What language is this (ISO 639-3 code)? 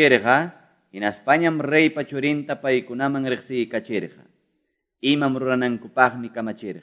que